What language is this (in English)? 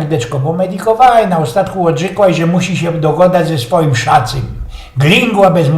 Silesian